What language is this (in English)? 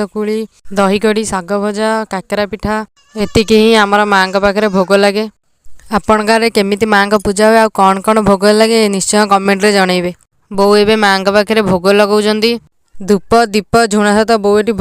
Odia